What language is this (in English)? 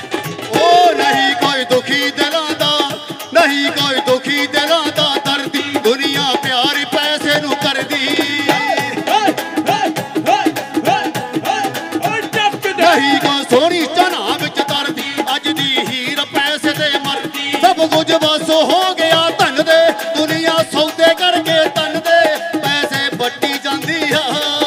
Punjabi